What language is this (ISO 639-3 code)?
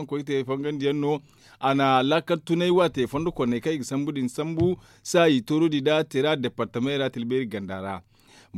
dje